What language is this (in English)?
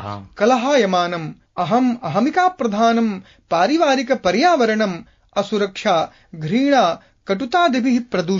Sanskrit